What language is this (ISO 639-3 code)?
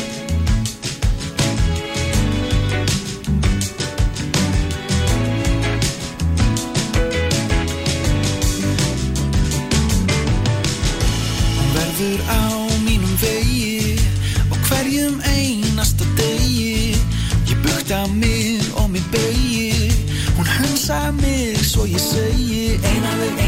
isl